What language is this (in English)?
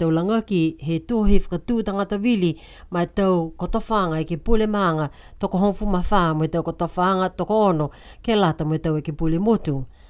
Niuean